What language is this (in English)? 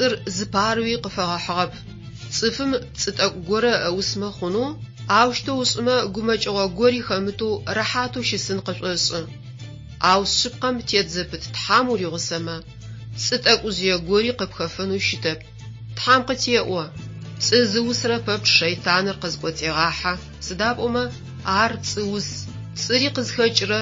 Adyghe